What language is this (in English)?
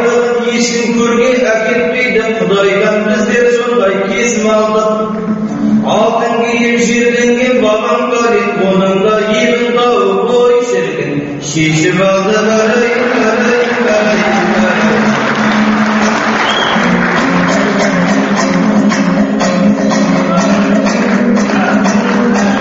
Kazakh